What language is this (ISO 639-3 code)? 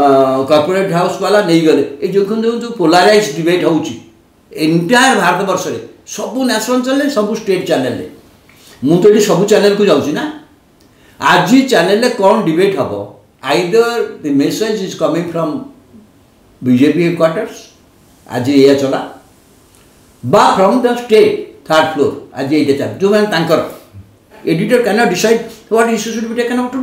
ori